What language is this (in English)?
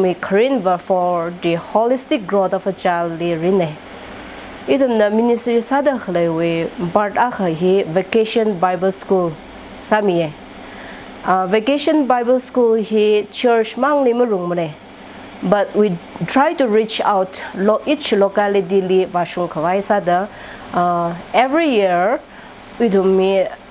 Tangkhul Naga (India)